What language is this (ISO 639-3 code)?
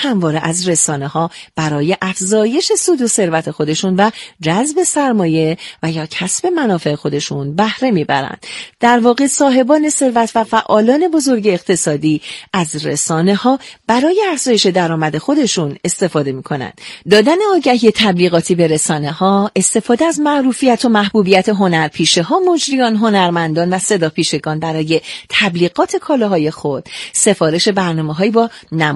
fas